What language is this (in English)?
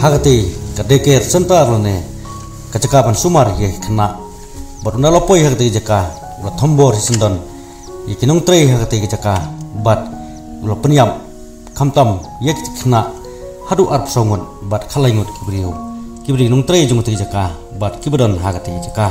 Khasi